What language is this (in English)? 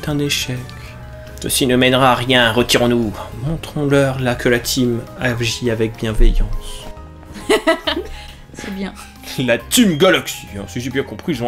French